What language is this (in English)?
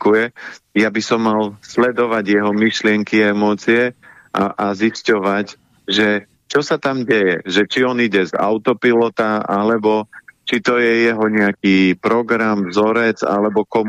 Slovak